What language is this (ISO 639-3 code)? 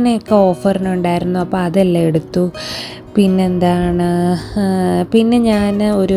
mal